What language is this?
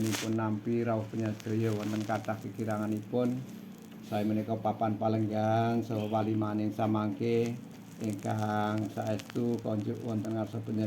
Javanese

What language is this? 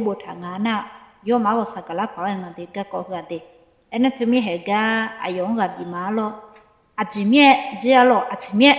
Akha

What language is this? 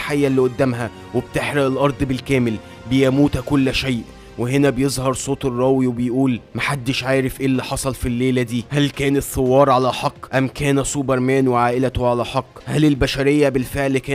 Egyptian Arabic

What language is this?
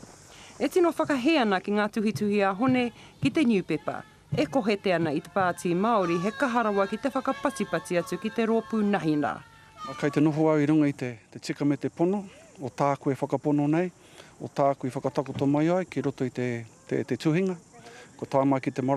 Māori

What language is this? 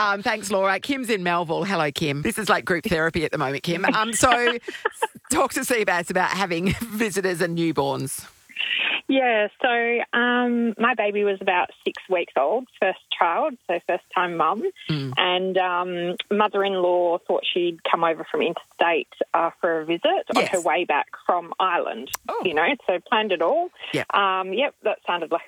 English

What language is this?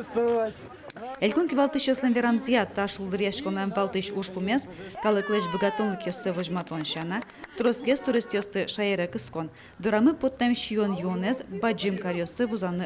Udmurt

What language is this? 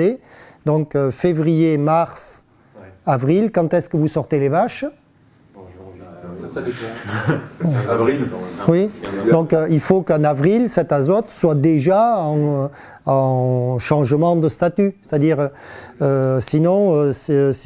French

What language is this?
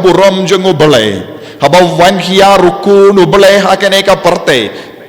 Khasi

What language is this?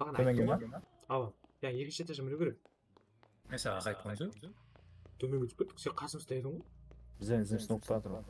Kara-Kalpak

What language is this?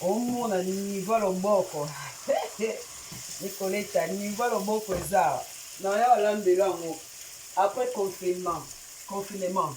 Lingala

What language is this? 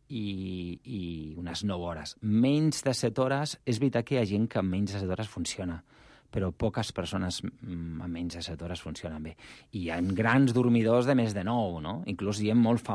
Catalan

